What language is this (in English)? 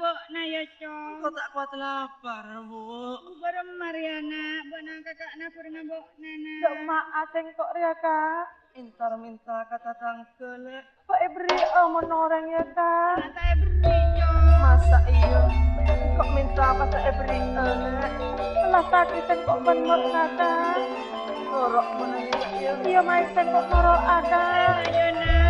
Madurese